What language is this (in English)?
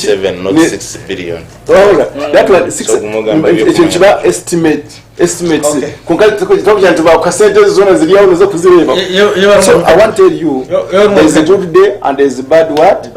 Nyankole